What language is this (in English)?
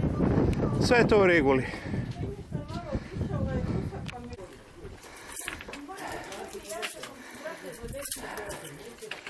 Croatian